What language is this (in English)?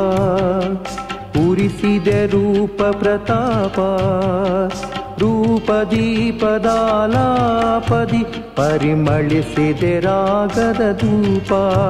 Kannada